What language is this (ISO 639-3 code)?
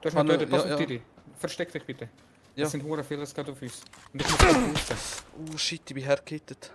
gsw